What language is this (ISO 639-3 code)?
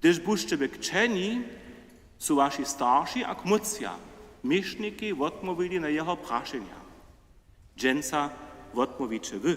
hsb